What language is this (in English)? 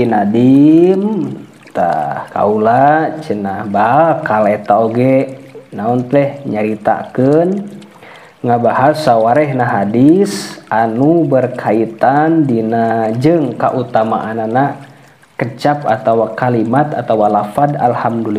Sundanese